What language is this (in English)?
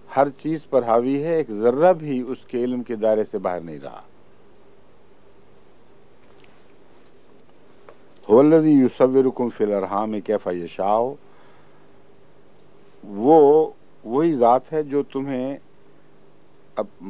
Urdu